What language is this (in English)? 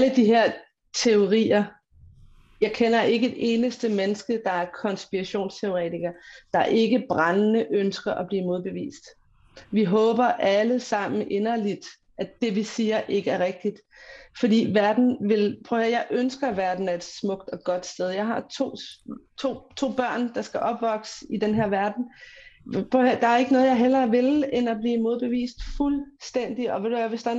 Danish